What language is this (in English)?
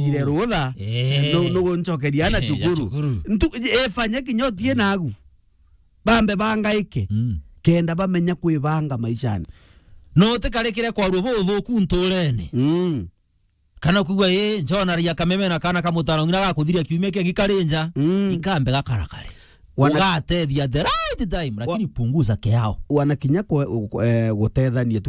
Meru